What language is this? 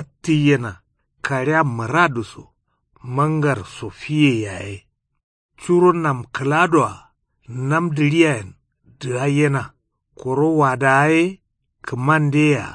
Kanuri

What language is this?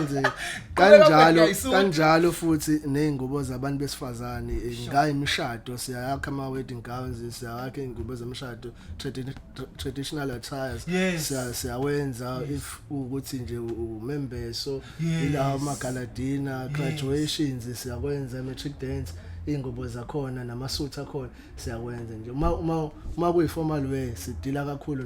Zulu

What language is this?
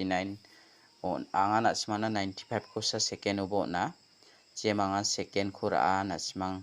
Garo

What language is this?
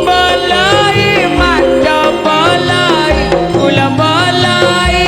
Madurese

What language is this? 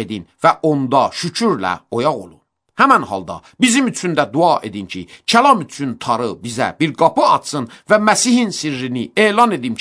Azerbaijani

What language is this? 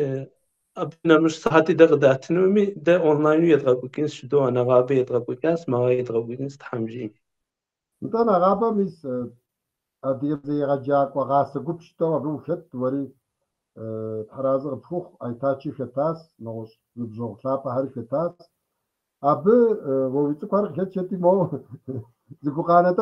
Kabardian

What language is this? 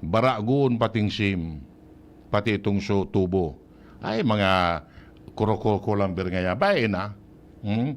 Bikol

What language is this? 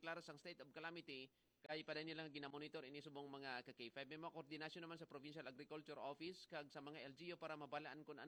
Hiligaynon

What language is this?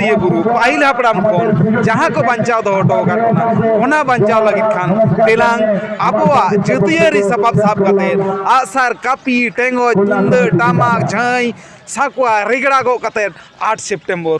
Santali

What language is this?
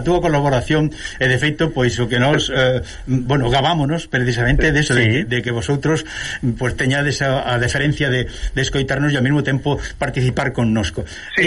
Galician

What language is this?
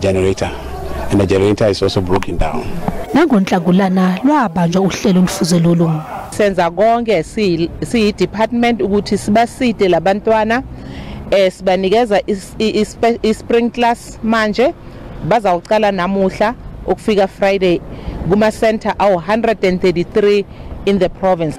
Zulu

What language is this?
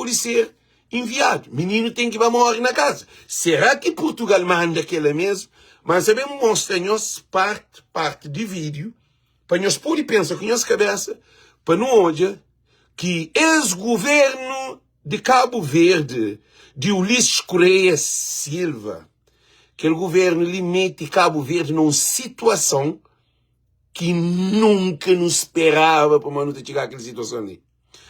Kabuverdianu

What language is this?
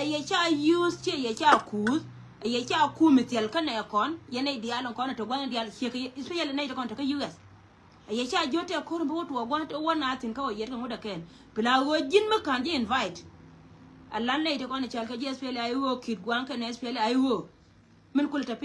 Nuer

